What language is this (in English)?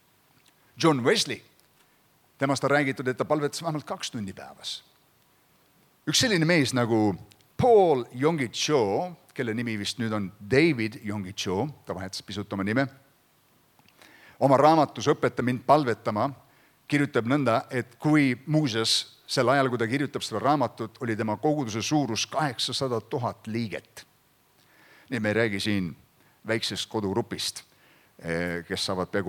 Estonian